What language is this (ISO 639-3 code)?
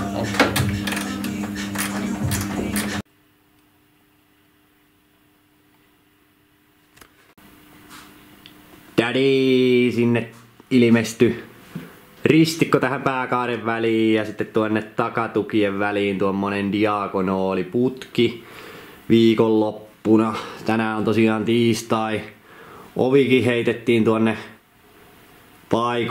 fin